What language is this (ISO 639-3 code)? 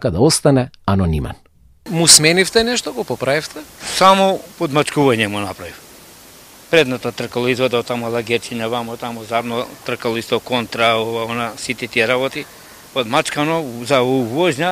mkd